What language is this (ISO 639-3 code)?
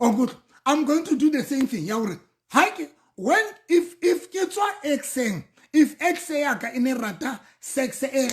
sot